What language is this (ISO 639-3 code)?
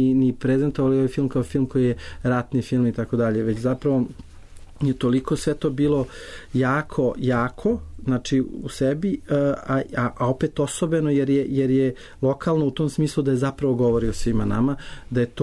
srp